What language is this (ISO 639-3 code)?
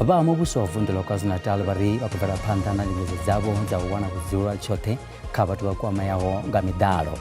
ven